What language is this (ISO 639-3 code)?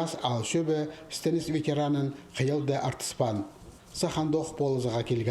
kjh